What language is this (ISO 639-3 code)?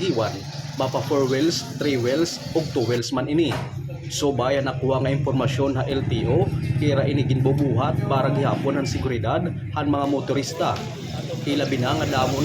war